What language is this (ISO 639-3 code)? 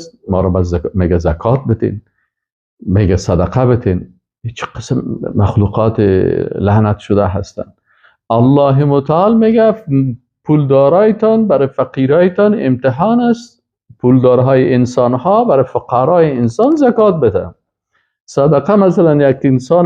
fas